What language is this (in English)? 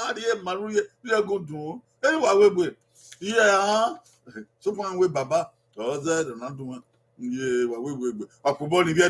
Bini